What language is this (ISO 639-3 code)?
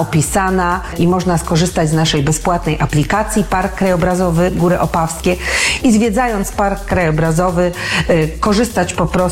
pol